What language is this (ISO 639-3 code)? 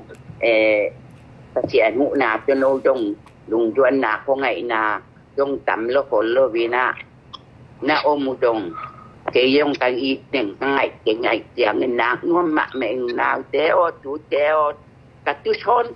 ctd